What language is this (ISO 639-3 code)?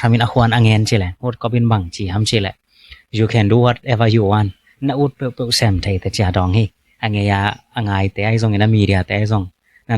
ctd